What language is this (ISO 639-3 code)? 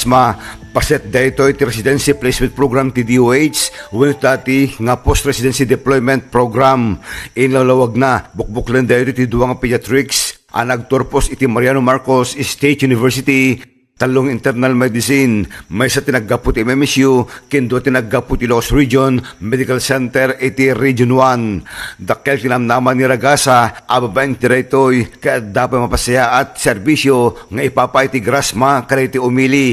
ilo